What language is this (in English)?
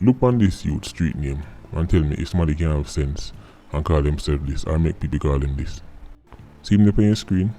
Jamaican Creole English